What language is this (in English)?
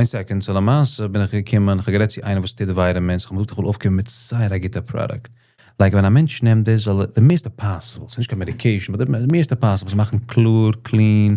Yiddish